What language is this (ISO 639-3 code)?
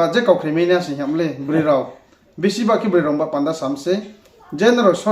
ria